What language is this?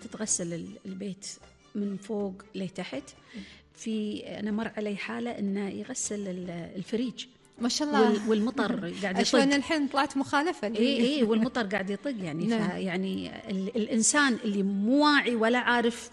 Gulf Arabic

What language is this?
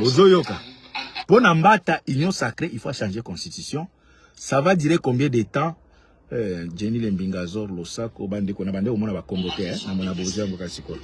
Lingala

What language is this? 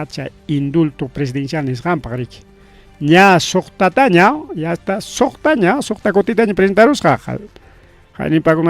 Ayacucho Quechua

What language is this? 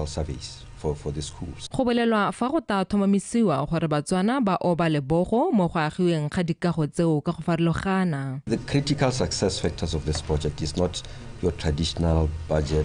Tswana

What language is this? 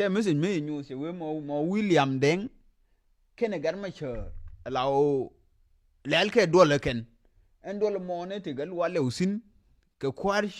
Nuer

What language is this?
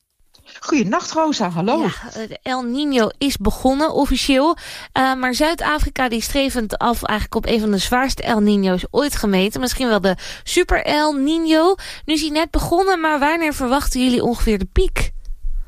Dutch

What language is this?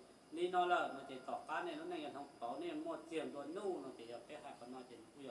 Hmong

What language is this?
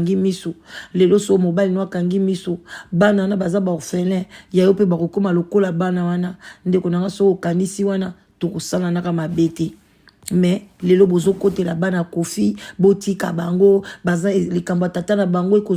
Lingala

